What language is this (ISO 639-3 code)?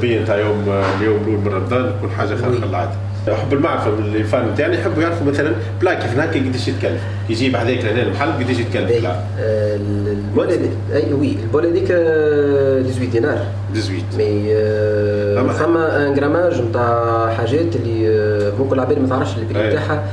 aeb